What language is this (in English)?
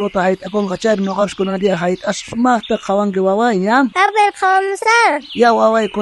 South Bolivian Quechua